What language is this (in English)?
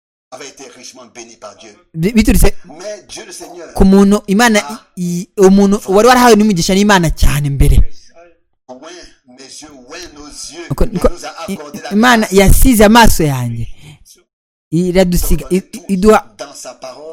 Kinyarwanda